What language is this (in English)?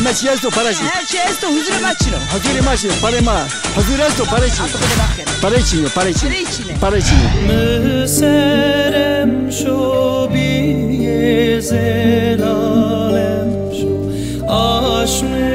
Zaza